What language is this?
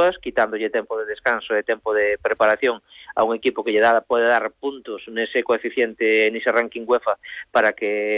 Galician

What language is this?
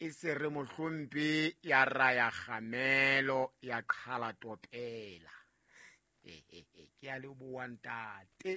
Southern Sotho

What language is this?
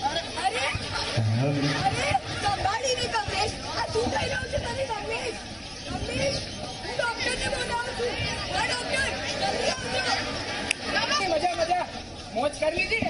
Gujarati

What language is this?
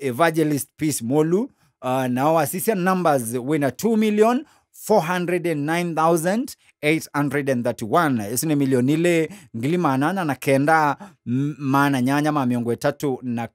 Kamba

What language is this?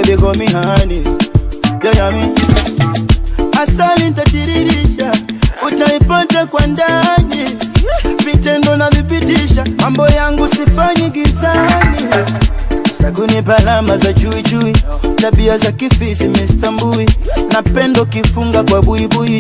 Swahili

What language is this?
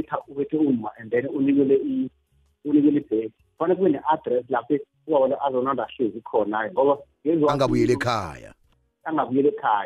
South Ndebele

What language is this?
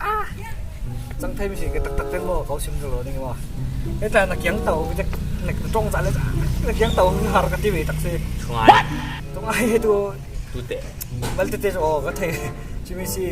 Falam Chin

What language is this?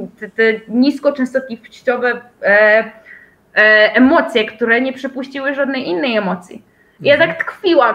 Polish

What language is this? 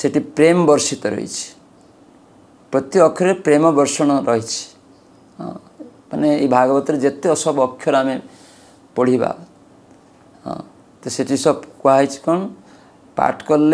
Odia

